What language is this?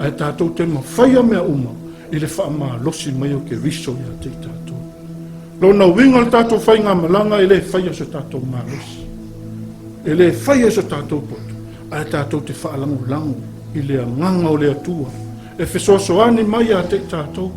Samoan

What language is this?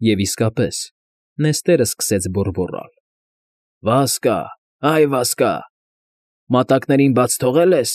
Armenian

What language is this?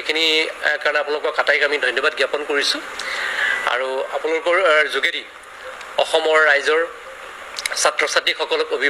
Assamese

